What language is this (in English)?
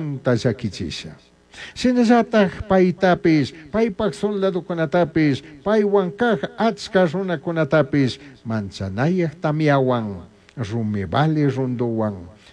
Chimborazo Highland Quichua